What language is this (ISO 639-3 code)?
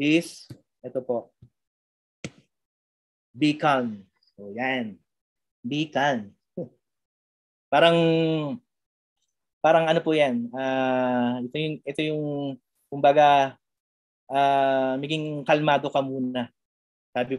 fil